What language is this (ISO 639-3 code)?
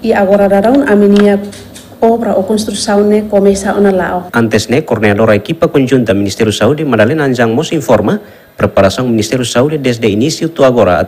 tet